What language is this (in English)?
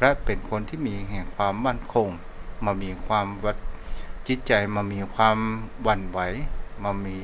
Thai